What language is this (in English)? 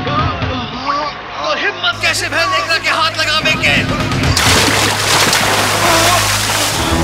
Bhojpuri